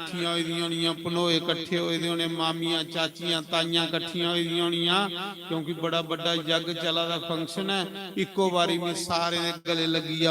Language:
Dogri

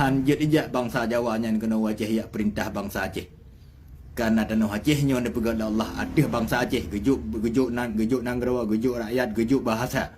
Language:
Achinese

